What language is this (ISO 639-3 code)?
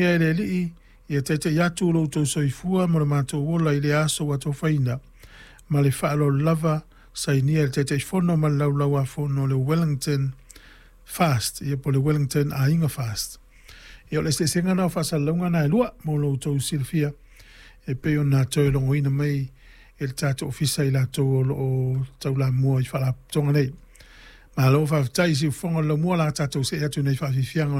smo